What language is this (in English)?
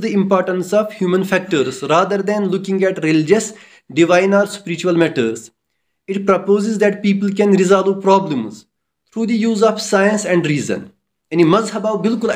Kashmiri